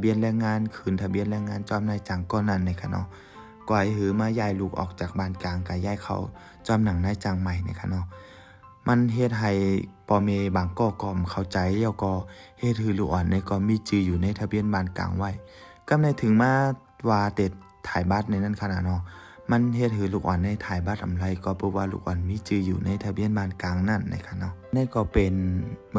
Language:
Shan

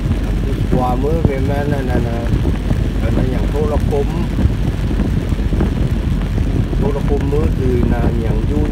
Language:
Thai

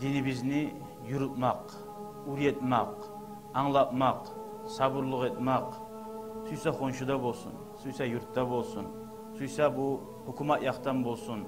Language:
Kumyk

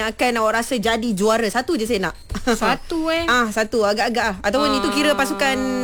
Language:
Malay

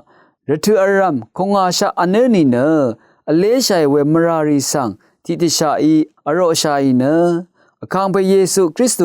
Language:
Rawang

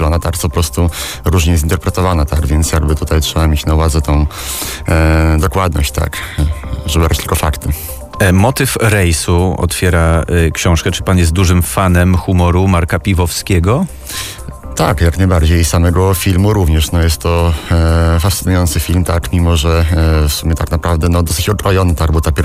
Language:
Polish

